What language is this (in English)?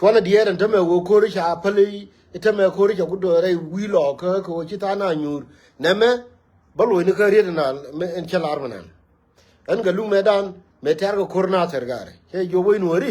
Nuer